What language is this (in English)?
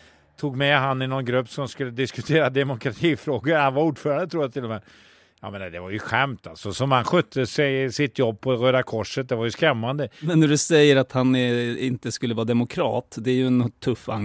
Swedish